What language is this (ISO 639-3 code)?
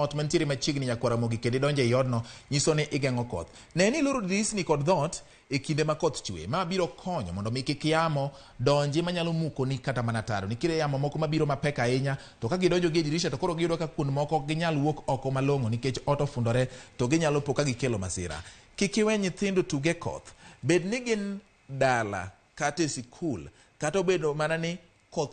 luo